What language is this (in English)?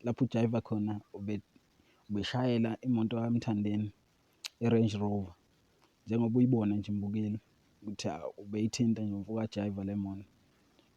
Zulu